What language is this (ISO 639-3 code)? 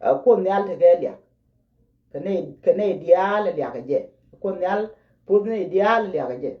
nus